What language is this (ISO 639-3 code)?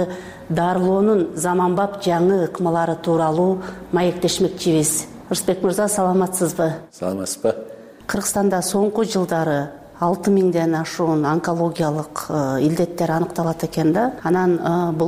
kir